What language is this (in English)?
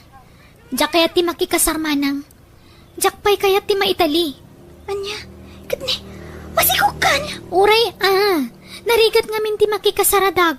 Iloko